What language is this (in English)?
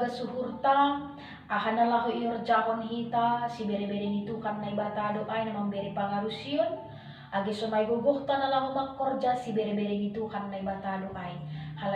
Batak Simalungun